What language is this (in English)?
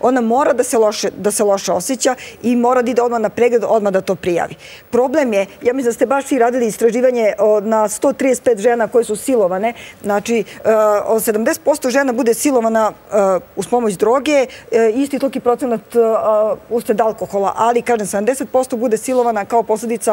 Serbian